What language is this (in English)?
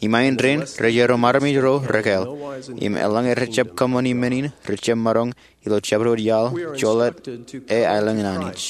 Marshallese